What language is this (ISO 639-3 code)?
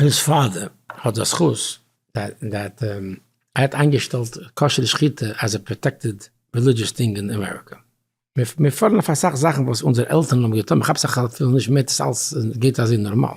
yid